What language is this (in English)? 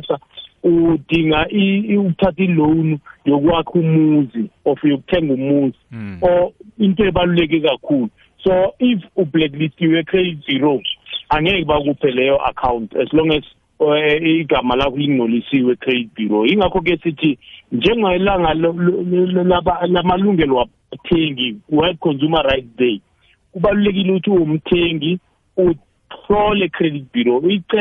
South Ndebele